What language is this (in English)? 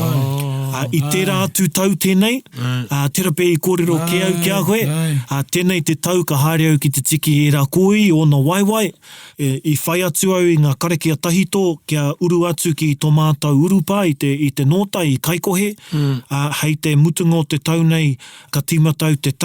Māori